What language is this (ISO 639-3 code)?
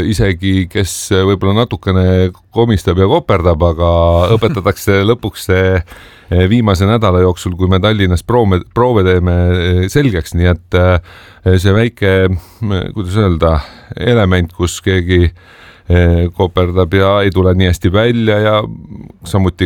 est